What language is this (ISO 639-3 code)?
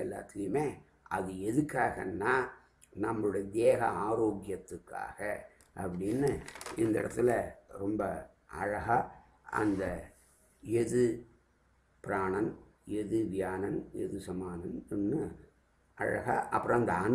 tam